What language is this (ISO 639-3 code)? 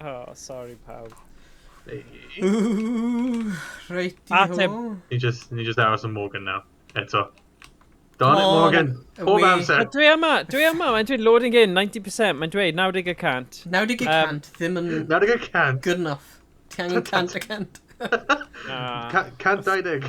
cym